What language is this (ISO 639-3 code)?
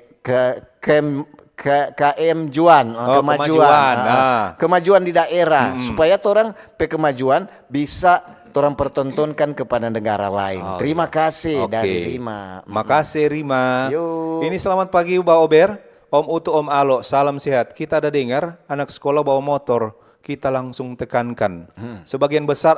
xmm